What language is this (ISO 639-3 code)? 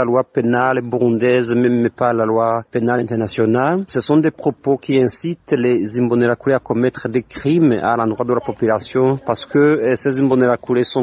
fra